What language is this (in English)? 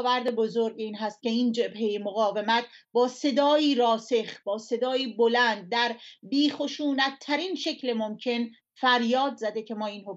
Persian